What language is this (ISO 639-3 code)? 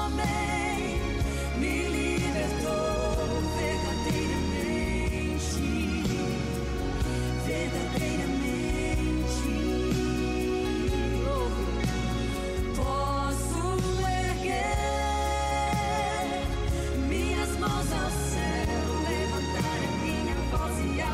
por